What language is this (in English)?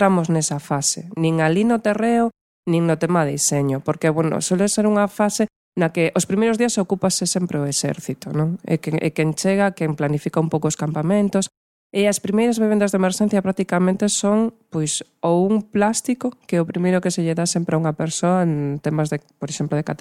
Galician